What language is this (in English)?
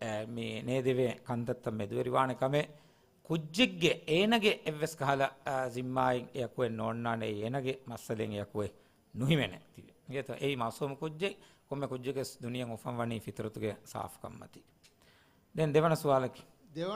Divehi